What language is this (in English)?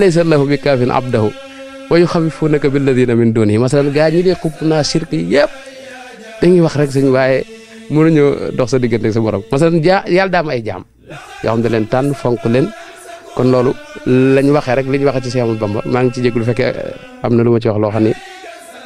Wolof